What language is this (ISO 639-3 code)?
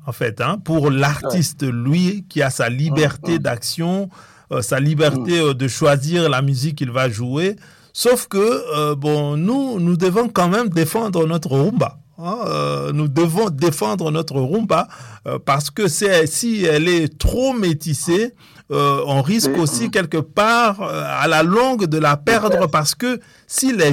fra